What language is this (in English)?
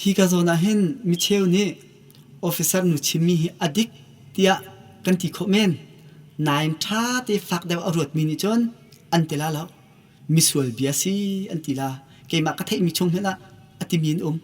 Hakha Chin